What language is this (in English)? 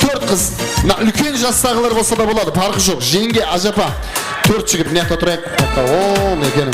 Kara-Kalpak